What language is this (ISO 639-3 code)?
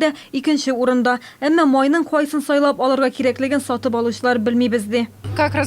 tat